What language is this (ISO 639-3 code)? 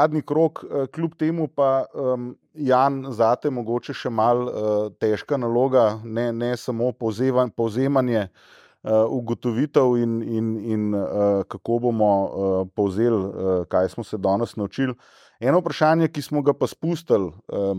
slv